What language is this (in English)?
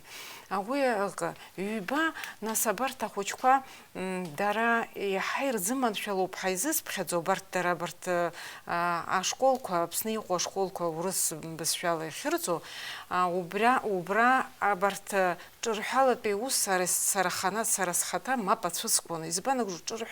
Abkhazian